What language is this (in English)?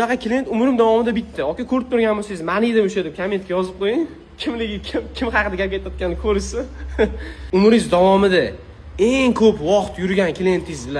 Uzbek